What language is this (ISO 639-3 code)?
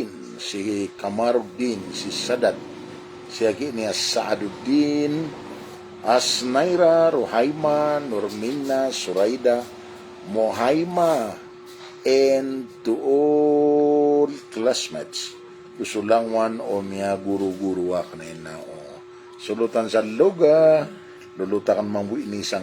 mrw